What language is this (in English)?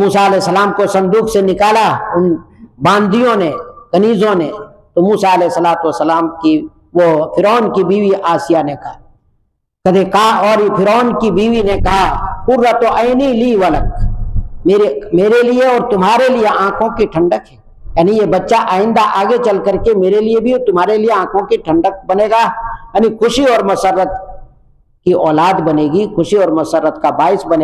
Urdu